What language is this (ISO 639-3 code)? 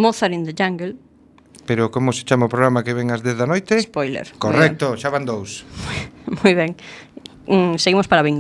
glg